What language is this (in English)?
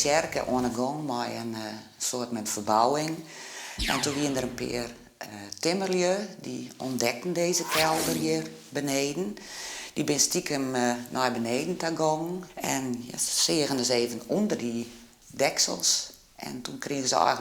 Western Frisian